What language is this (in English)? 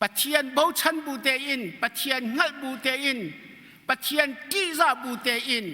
Hakha Chin